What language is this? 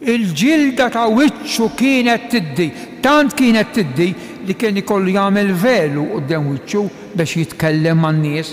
Maltese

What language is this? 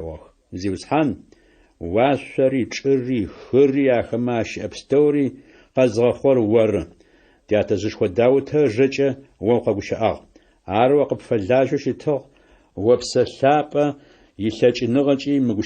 Adyghe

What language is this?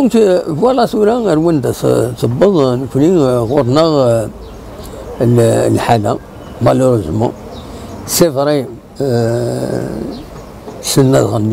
Kabyle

